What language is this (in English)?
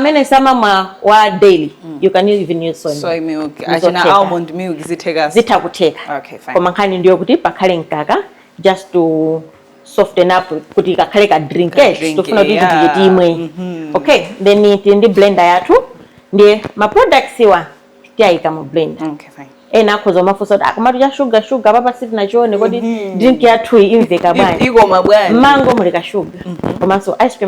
Nyanja